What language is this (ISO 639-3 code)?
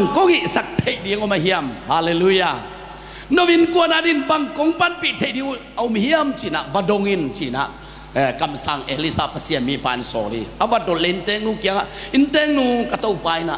ctd